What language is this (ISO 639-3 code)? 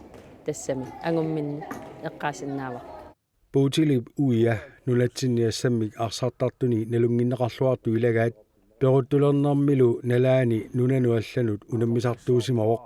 kal